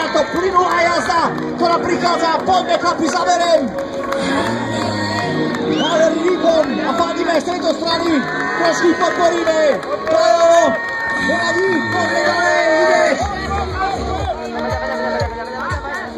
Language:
Slovak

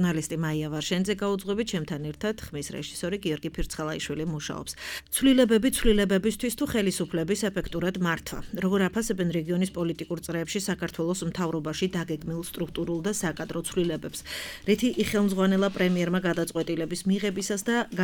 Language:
Georgian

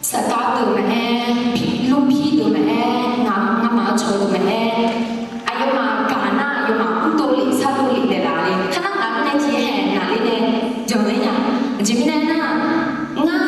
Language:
Akha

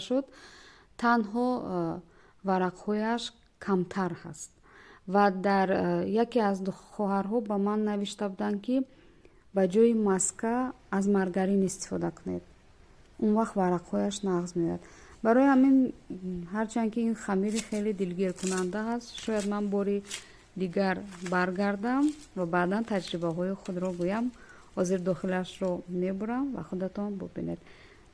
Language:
Tajik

